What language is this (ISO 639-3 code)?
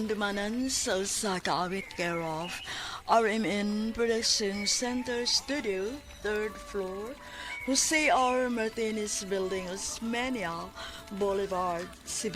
ceb